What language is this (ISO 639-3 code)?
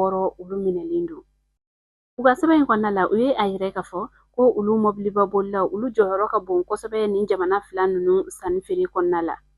bam